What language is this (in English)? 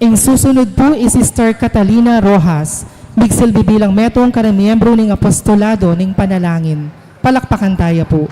Pampanga